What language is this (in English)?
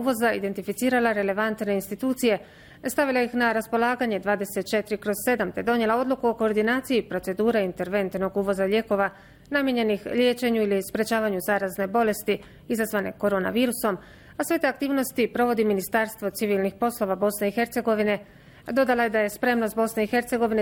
Bosnian